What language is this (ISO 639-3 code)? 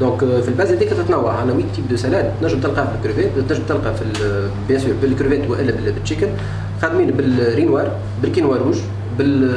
aeb